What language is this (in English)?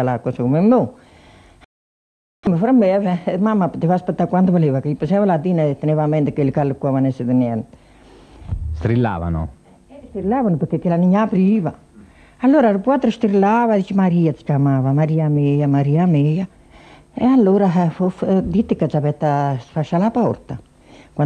Italian